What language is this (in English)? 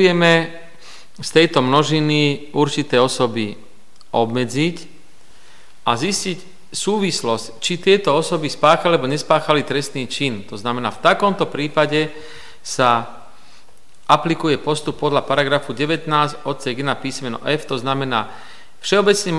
Slovak